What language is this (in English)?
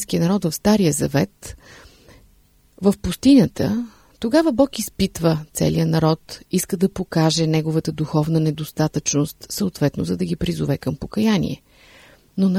Bulgarian